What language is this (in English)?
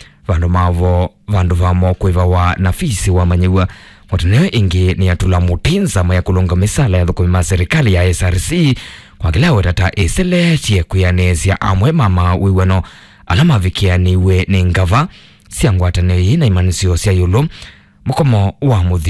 Kamba